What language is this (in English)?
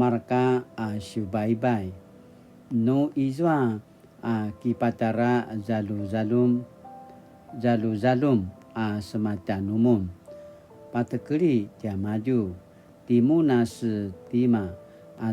Paiwan